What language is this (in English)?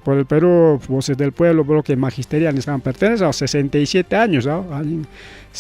Ayacucho Quechua